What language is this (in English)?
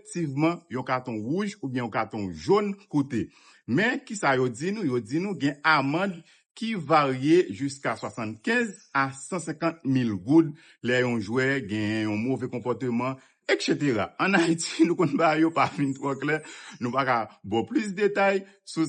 Haitian Creole